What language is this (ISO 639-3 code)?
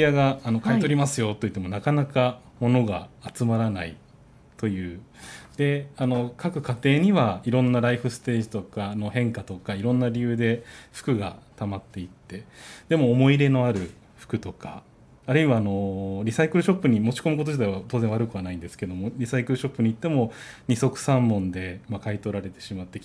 jpn